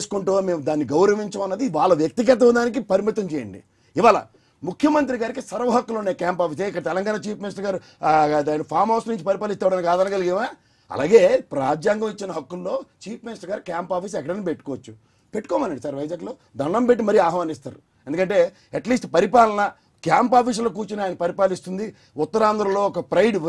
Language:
Telugu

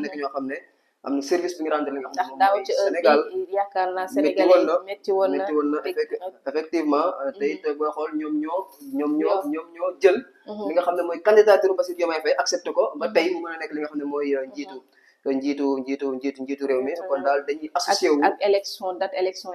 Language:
Wolof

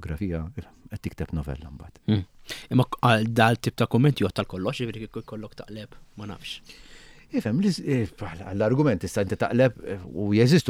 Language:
Maltese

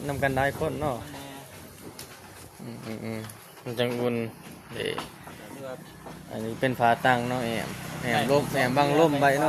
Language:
Lao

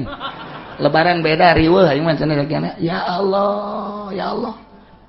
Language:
Sundanese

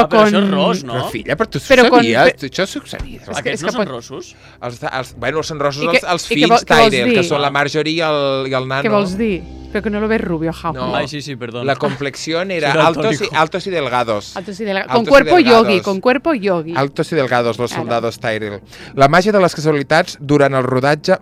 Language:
Catalan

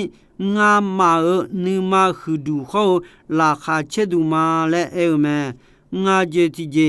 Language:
Akha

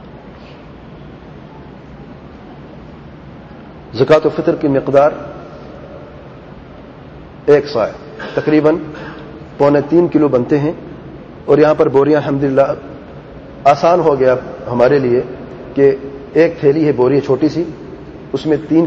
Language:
Urdu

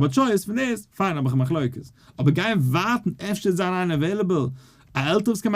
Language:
Yiddish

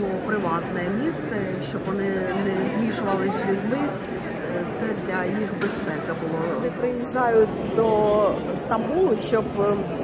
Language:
Ukrainian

